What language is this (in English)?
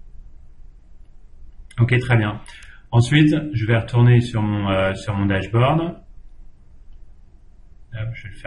French